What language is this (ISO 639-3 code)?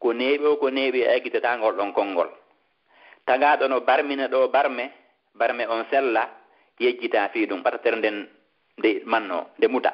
ful